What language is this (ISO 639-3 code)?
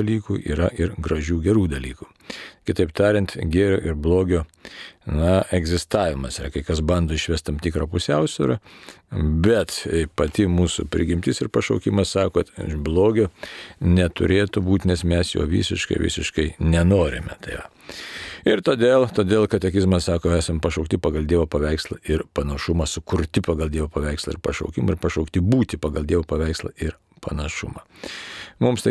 lit